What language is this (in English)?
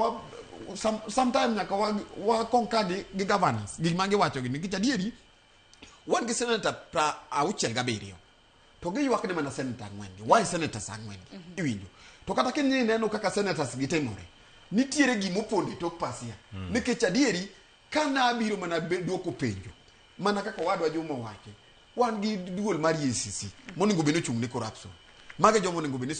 Luo (Kenya and Tanzania)